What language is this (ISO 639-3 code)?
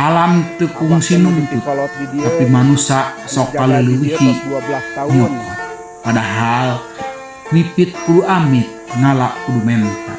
sun